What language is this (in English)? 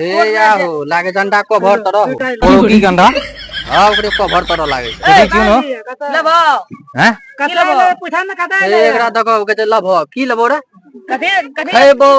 Maithili